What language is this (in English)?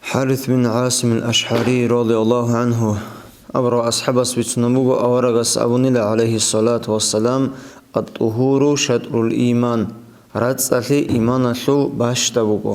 Avaric